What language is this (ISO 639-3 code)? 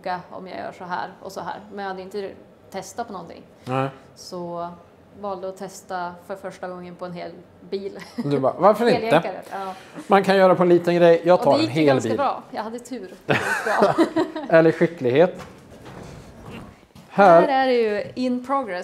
swe